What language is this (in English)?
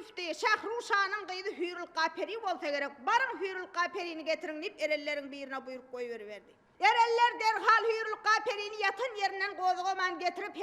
Turkmen